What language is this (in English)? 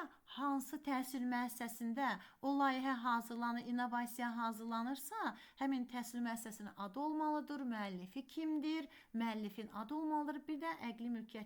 Azerbaijani